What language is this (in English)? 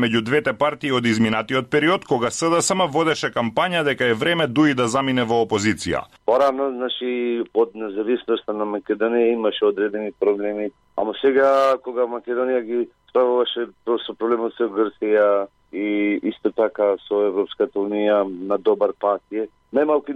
Macedonian